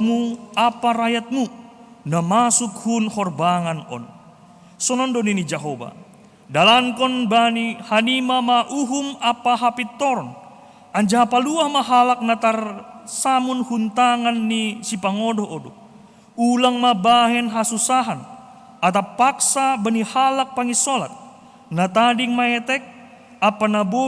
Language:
Batak Simalungun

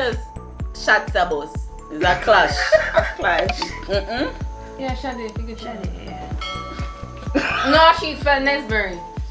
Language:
Jamaican Creole English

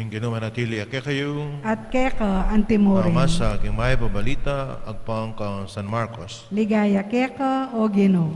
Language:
Pampanga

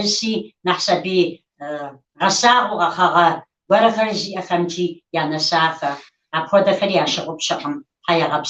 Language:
Kabardian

